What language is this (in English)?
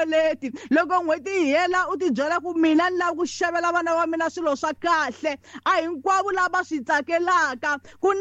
Tsonga